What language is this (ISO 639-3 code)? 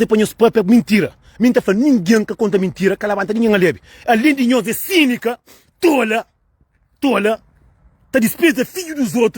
kea